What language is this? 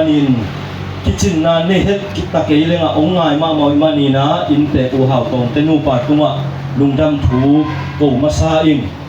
Tedim Chin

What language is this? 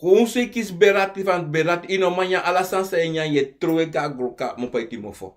Sranan Tongo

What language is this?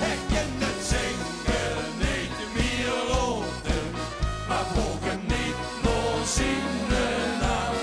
Limburgish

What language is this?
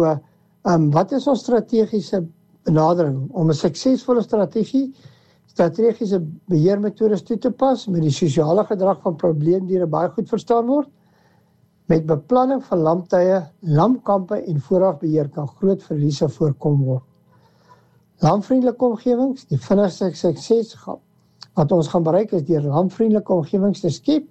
Afrikaans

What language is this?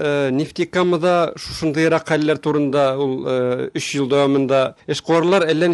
Tatar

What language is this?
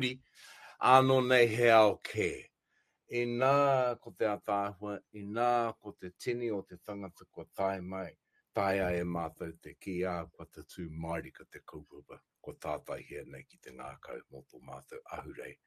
Māori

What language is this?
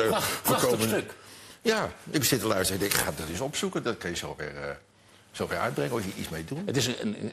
Dutch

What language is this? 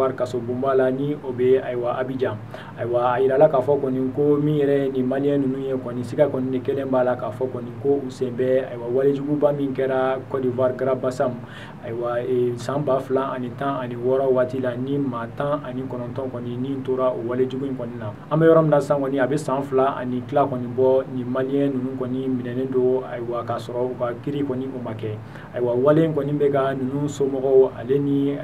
Bambara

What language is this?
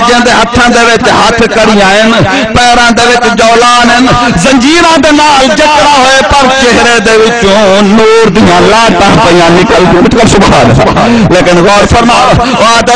Saraiki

